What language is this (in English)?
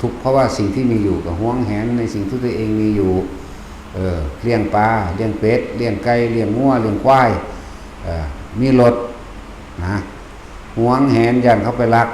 Lao